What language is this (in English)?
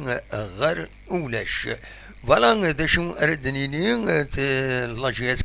Kabyle